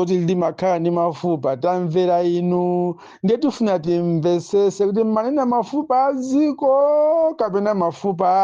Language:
Nyanja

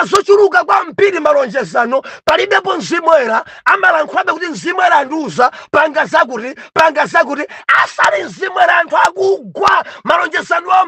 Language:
Nyanja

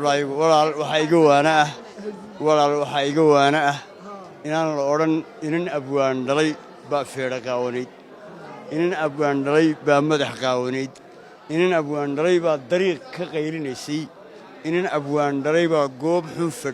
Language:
Somali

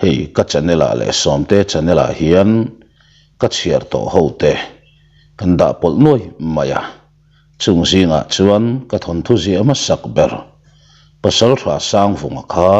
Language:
Mizo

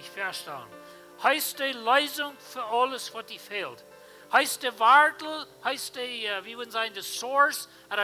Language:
Plautdietsch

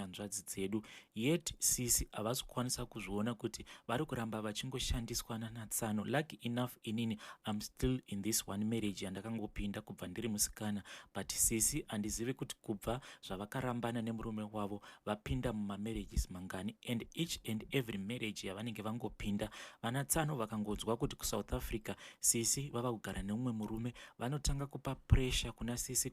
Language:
Shona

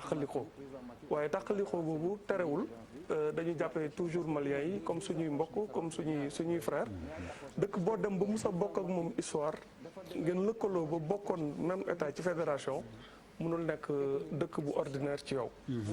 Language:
Wolof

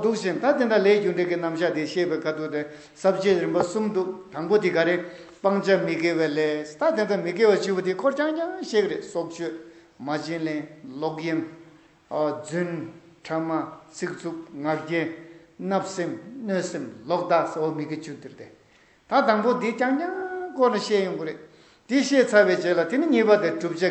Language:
Tibetan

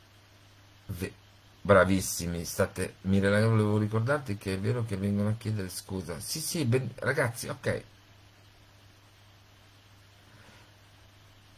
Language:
Italian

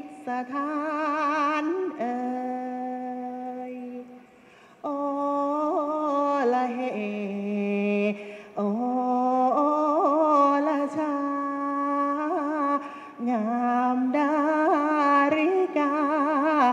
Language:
Thai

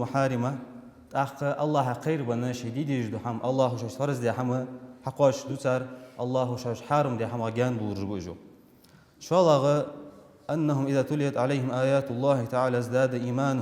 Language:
Ingush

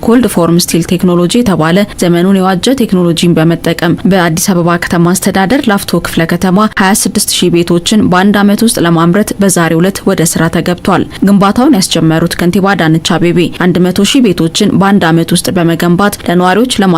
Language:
Amharic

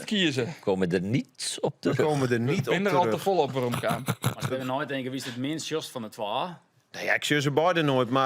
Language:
Western Frisian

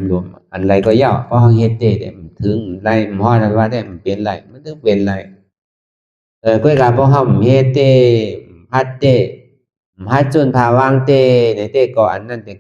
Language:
Shan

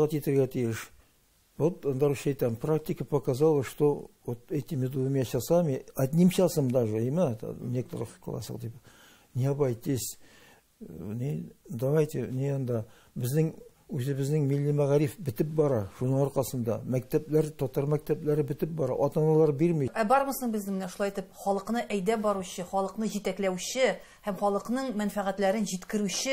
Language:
Tatar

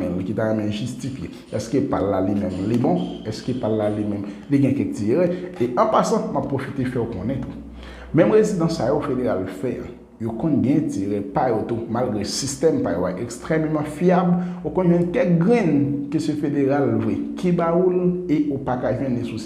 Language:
Haitian Creole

